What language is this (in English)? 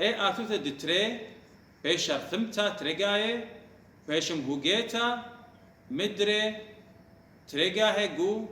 Assyrian Neo-Aramaic